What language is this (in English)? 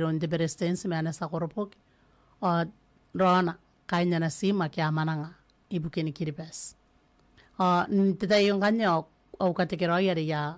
Gilbertese